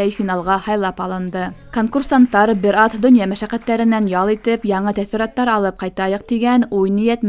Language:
Bashkir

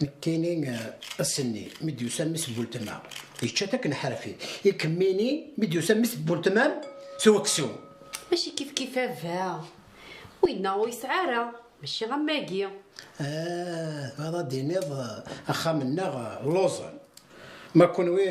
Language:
Kabyle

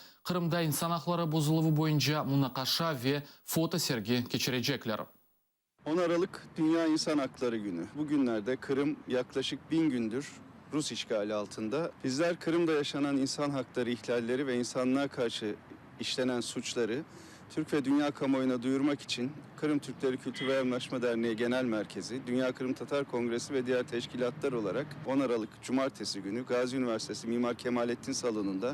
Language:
Crimean Tatar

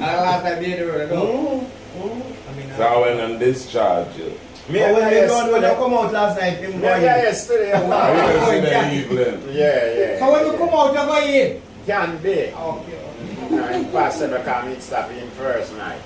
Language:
Jamaican Creole English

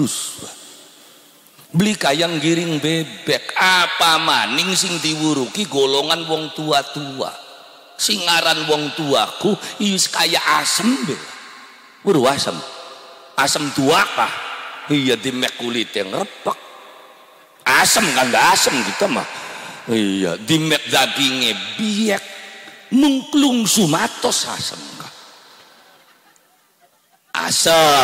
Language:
Javanese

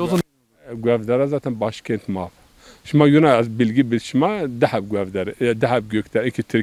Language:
Zaza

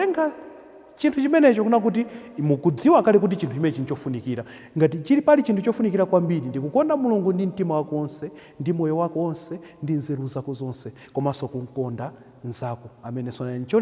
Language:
Nyanja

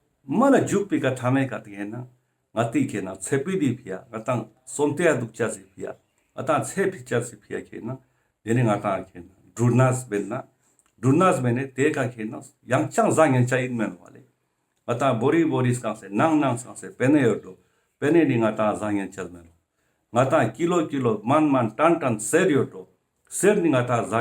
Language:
Ladakhi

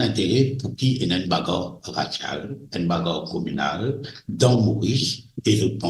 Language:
Morisyen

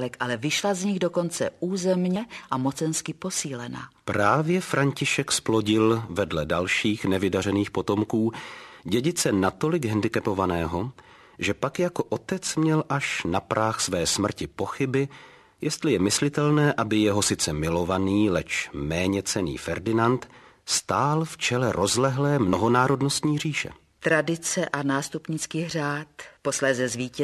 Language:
Czech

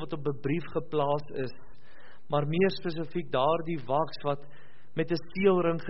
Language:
Afrikaans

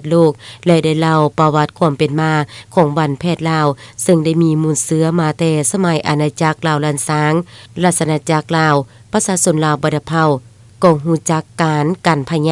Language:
Lao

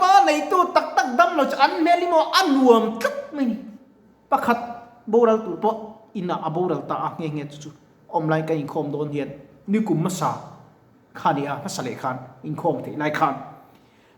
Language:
Mizo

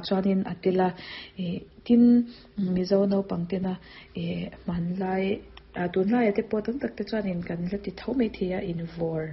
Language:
Mizo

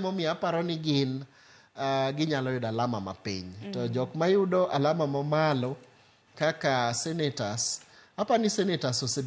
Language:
Luo (Kenya and Tanzania)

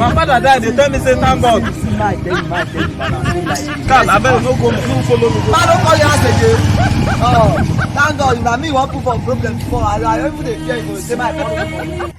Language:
Nigerian Pidgin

